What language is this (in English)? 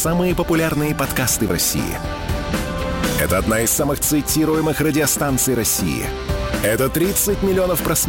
Russian